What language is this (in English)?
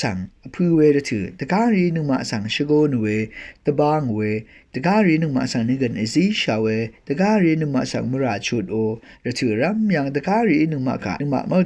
Rawang